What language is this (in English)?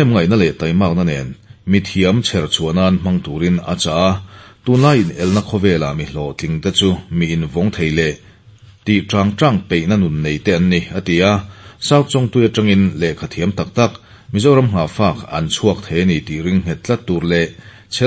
Mizo